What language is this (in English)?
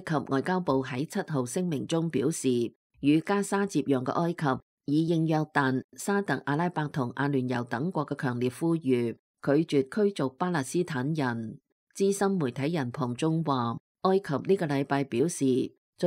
Cantonese